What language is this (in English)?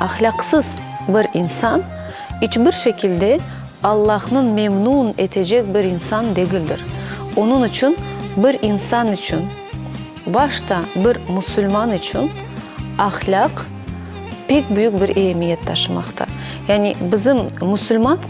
Crimean Tatar